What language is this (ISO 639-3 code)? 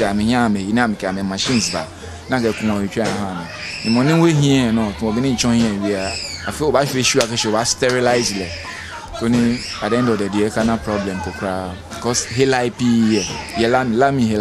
gaa